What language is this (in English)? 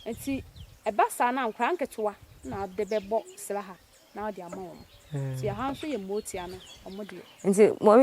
Akan